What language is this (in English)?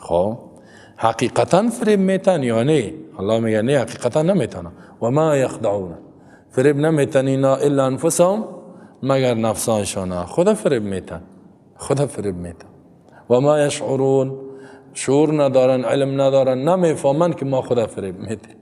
Persian